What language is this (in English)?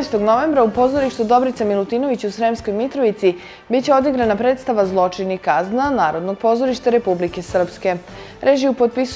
Serbian